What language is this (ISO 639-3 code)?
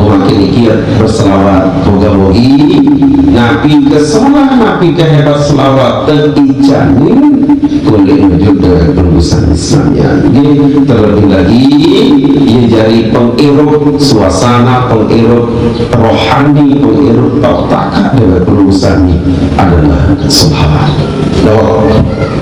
sas